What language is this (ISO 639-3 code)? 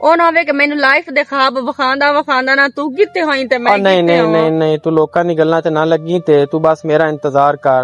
lah